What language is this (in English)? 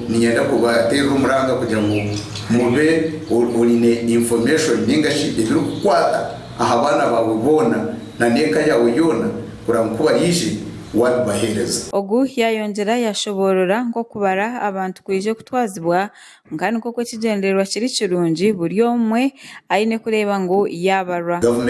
Nyankole